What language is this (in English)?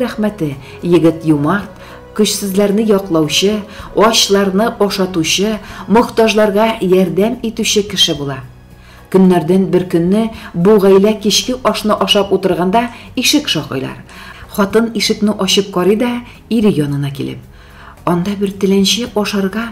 Tatar